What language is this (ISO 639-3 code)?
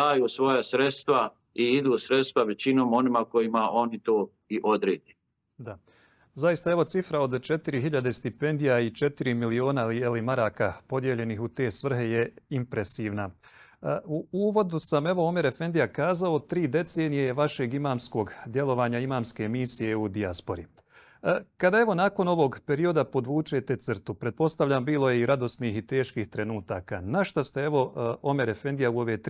bos